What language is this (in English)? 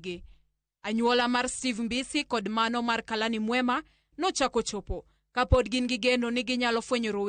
Luo (Kenya and Tanzania)